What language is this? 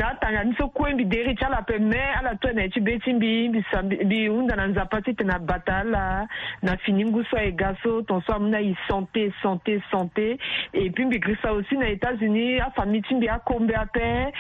Sango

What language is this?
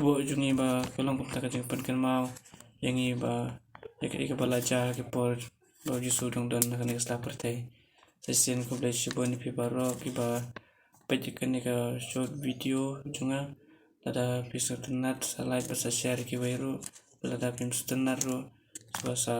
Khasi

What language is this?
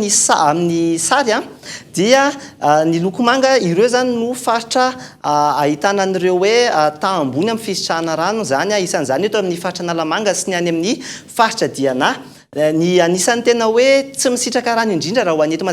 Malagasy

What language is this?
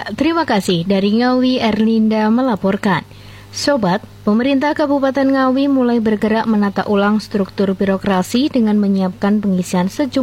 Indonesian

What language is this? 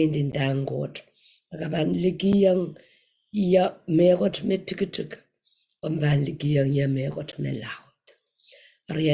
Pohnpeian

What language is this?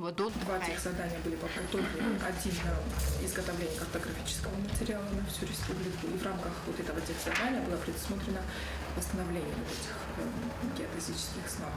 Ossetic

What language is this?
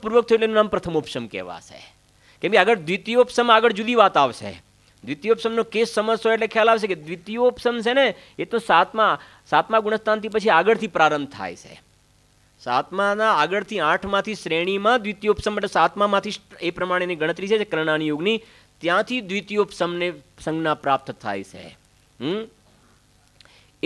Gujarati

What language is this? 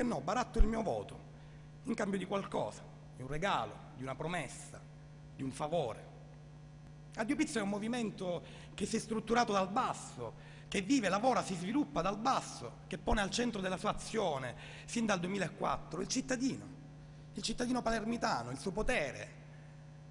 Italian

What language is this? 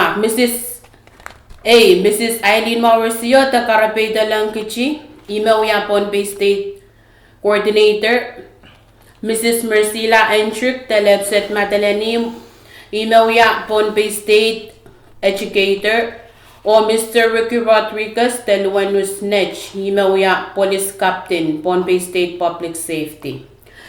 Pohnpeian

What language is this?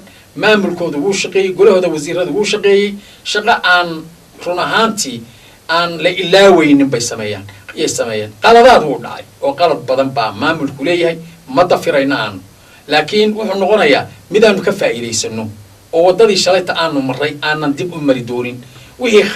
Somali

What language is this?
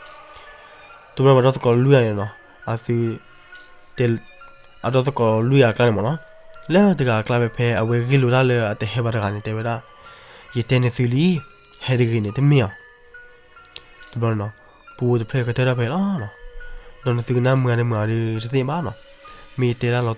S'gaw Karen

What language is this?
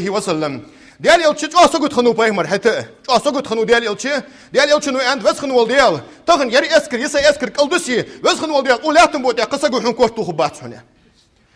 Ingush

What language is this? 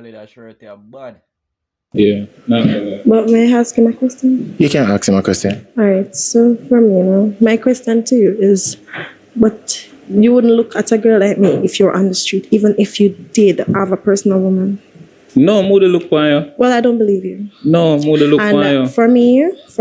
Jamaican Creole English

